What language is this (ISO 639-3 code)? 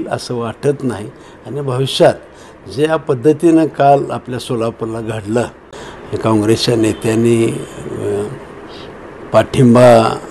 mar